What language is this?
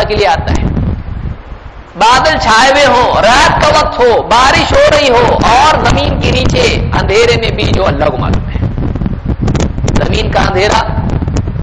Urdu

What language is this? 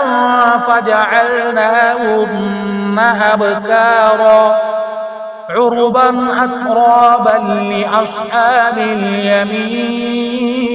Arabic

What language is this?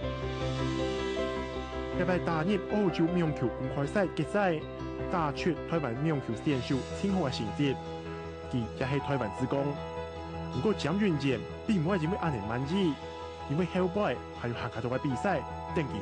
Hakka Chinese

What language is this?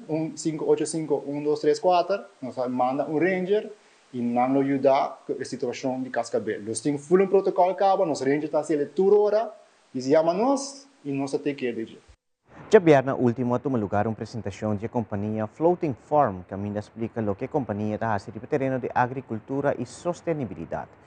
Papiamento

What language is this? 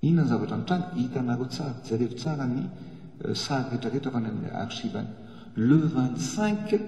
Malagasy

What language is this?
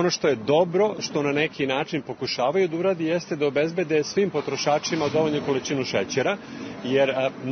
Serbian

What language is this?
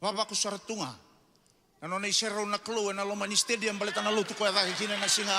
Fijian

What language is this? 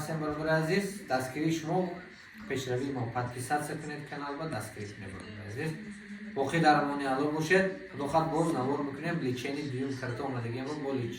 Tajik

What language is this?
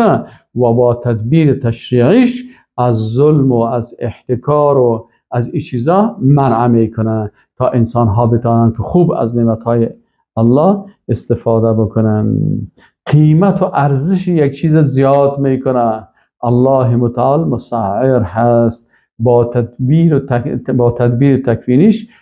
Persian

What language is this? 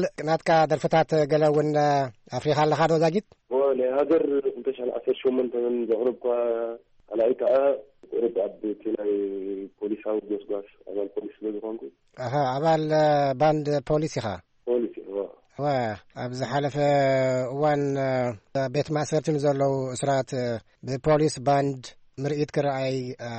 Tigrinya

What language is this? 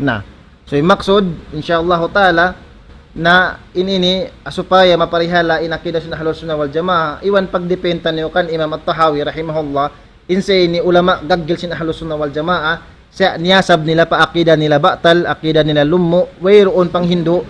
Tausug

